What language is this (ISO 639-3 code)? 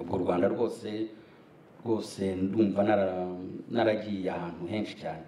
kin